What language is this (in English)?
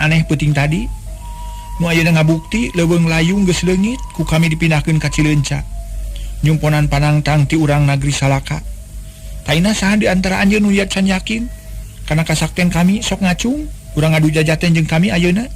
Sundanese